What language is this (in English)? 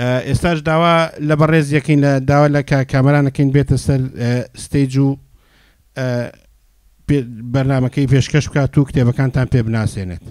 Central Kurdish